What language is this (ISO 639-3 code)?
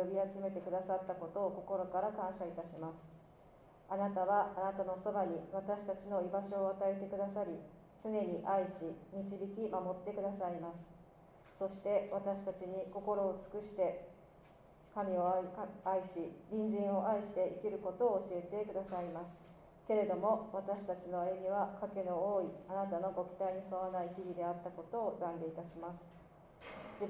jpn